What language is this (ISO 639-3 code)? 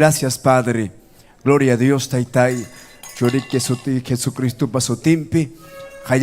quy